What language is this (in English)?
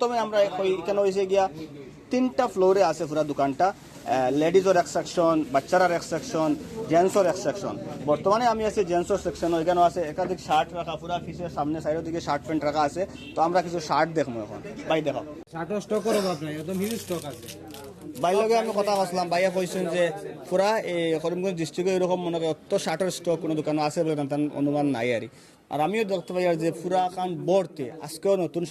Sylheti